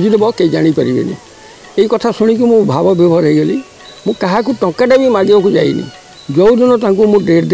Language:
Odia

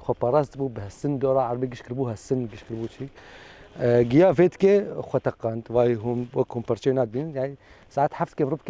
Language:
Kurdish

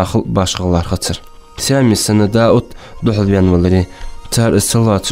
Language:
Ingush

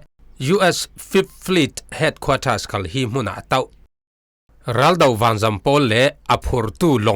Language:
Falam Chin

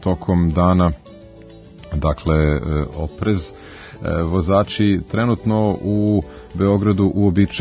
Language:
Serbian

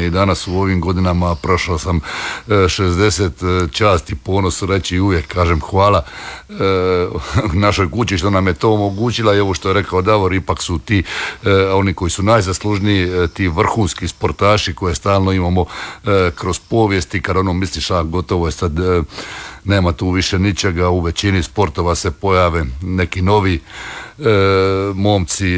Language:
Croatian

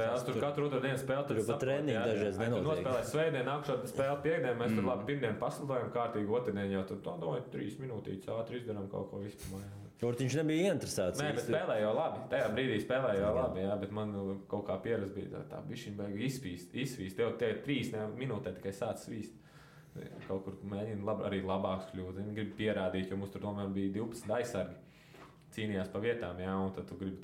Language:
Latvian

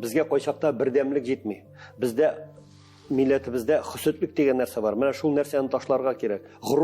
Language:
Tatar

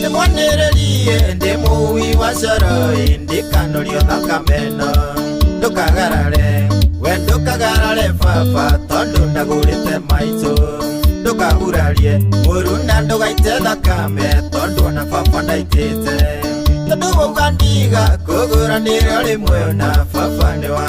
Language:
Kikuyu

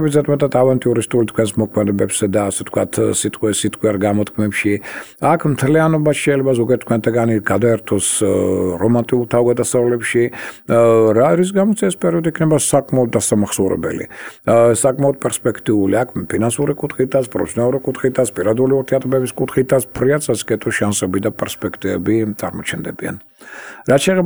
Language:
Georgian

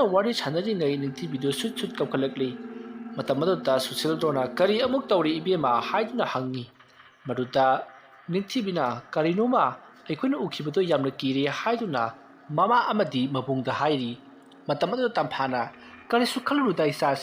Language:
Manipuri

